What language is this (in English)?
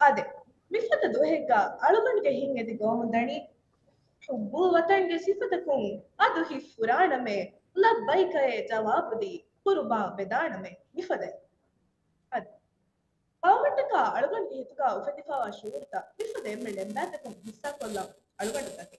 Divehi